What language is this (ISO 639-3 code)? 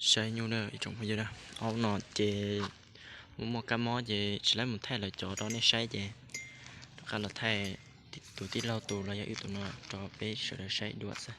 hmn